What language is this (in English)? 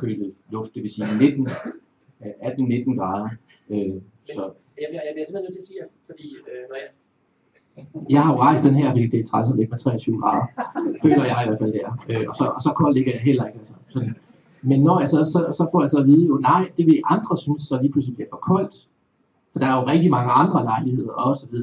Danish